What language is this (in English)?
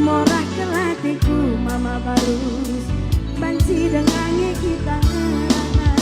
Batak Karo